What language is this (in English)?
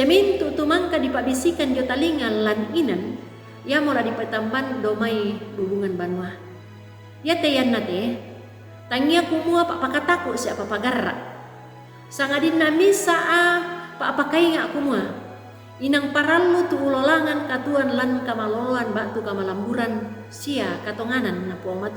Toraja-Sa'dan